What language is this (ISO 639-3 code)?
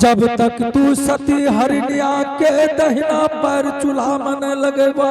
anp